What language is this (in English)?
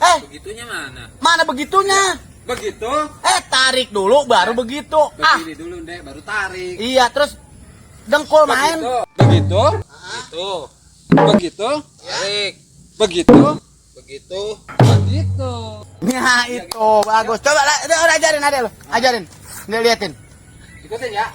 Betawi